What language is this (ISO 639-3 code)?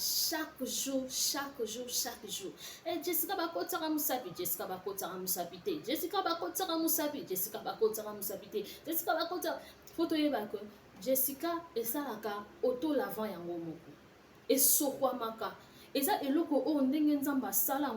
lin